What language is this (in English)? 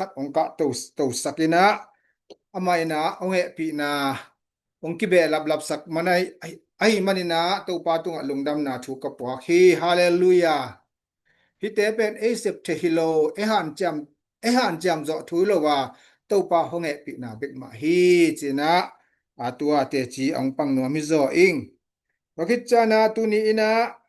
Tedim Chin